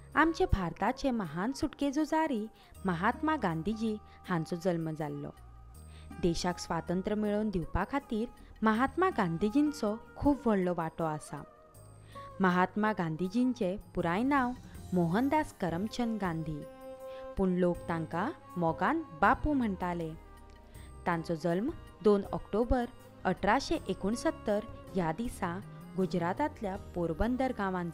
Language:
Konkani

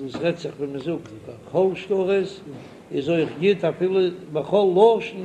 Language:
Yiddish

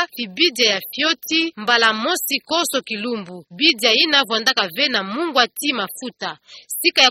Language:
Kituba (Democratic Republic of Congo)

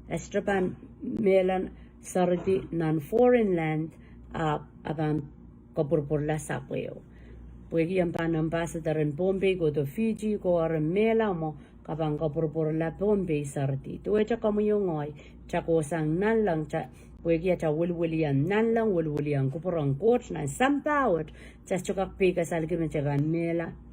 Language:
Pohnpeian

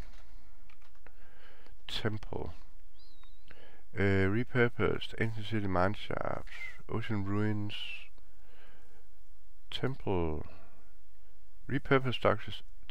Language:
Danish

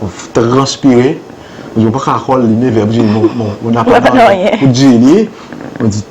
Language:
Seselwa Creole French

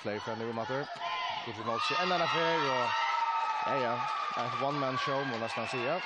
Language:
Faroese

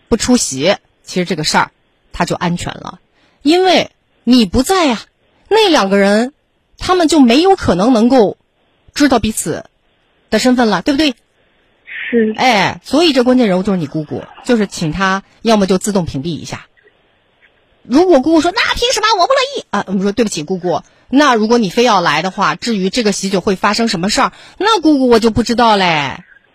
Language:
Chinese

